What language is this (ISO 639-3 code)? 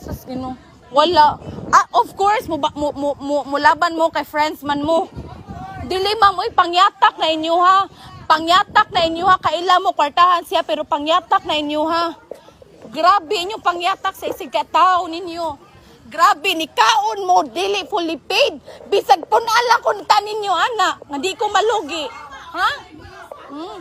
ceb